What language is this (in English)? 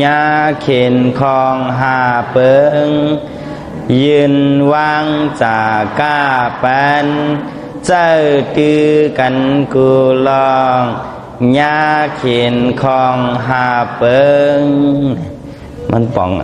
Shan